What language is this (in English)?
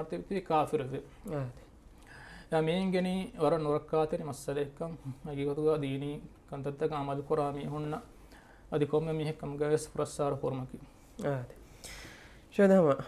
Divehi